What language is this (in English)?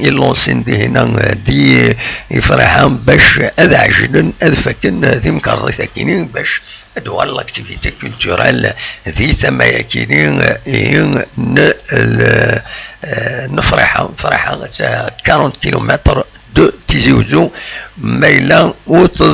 Kabyle